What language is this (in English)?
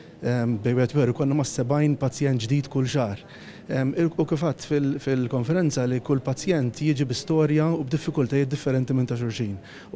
Maltese